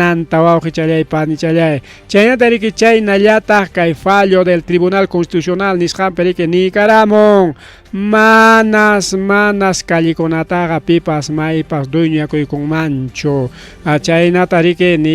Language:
Ayacucho Quechua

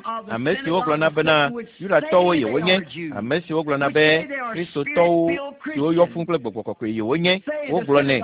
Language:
Ewe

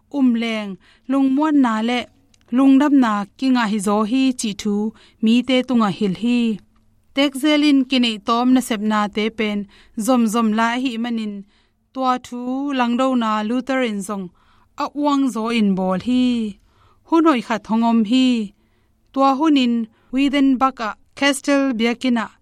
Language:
Tedim Chin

